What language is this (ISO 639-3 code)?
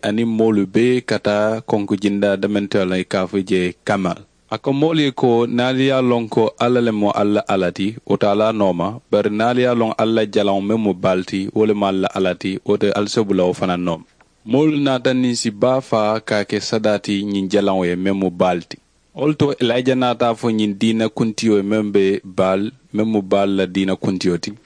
man